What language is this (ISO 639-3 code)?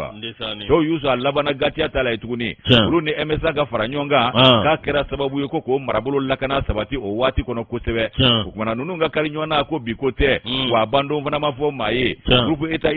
bam